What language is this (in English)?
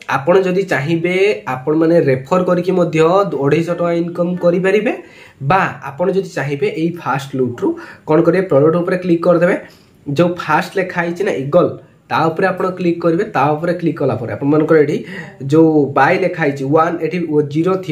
Odia